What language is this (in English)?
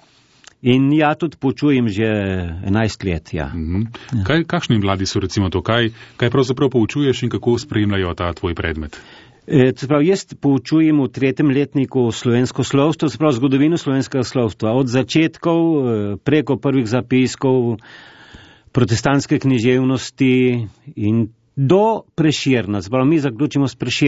Slovenian